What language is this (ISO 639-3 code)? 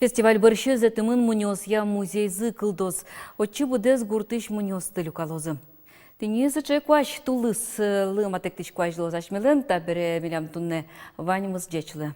udm